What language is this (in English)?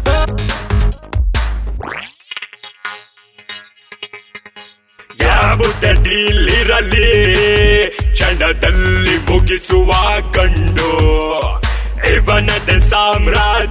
Kannada